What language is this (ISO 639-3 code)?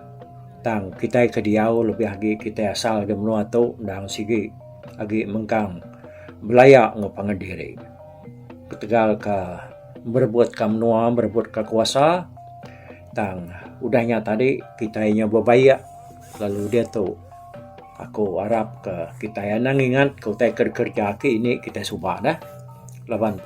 iba